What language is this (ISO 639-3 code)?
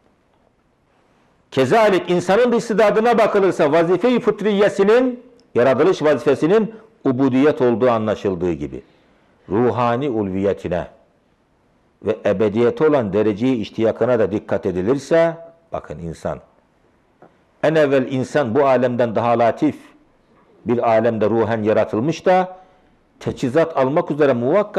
tur